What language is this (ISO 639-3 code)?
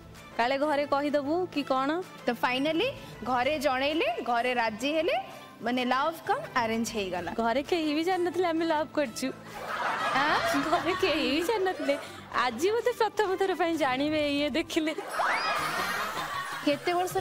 ori